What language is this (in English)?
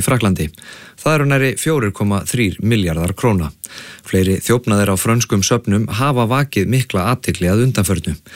Icelandic